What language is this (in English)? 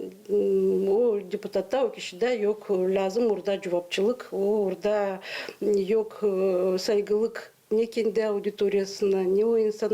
Gagauz